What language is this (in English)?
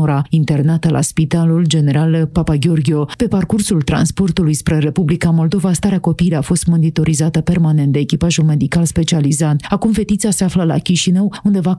Romanian